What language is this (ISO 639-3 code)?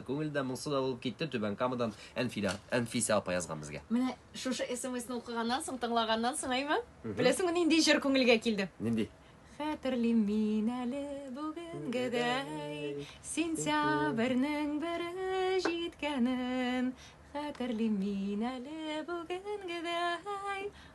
tat